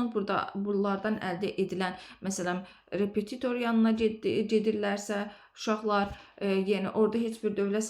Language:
Azerbaijani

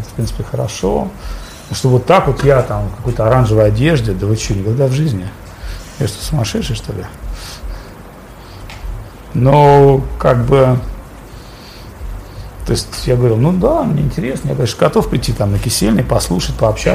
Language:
Russian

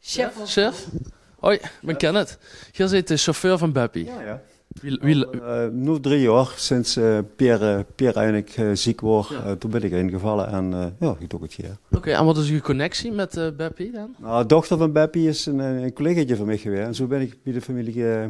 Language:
Limburgish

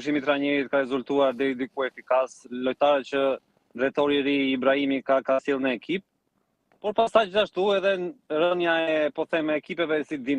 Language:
Albanian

